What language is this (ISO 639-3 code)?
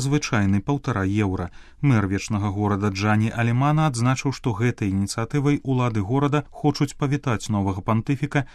bel